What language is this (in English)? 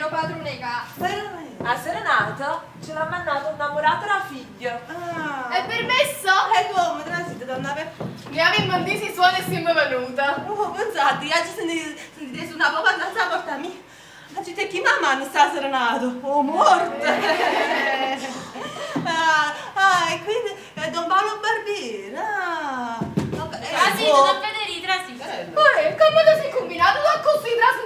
Neapolitan